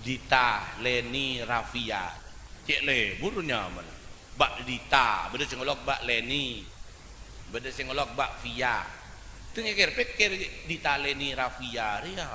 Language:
Madurese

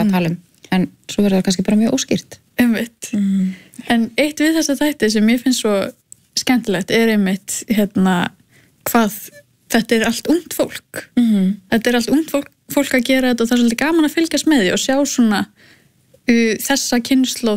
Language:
Icelandic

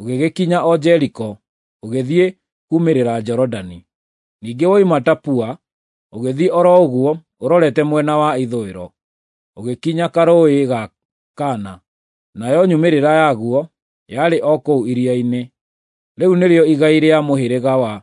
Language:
Kikuyu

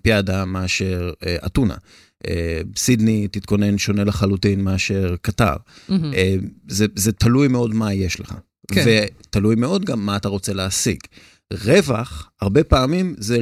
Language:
Hebrew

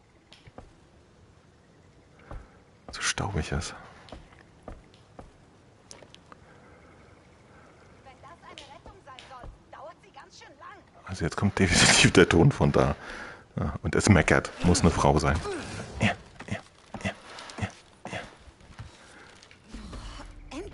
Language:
German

